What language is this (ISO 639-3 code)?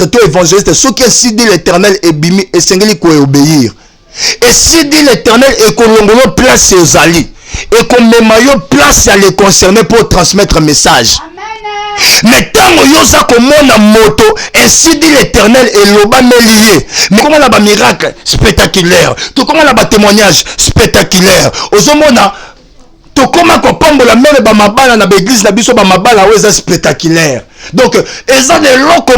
lin